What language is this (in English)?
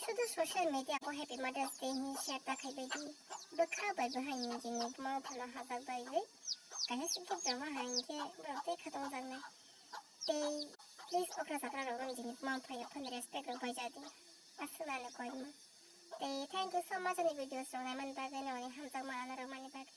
Kok Borok